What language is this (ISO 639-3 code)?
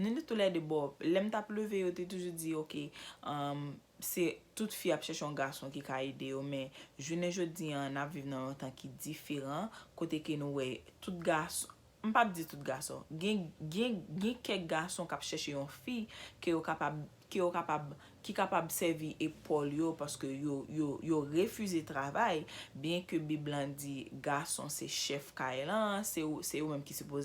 hat